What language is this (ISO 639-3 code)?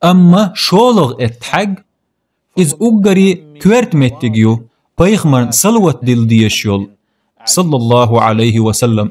che